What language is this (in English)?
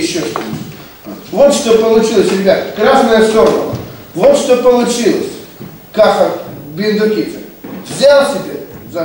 Russian